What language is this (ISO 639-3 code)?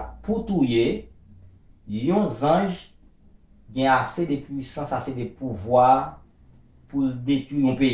hat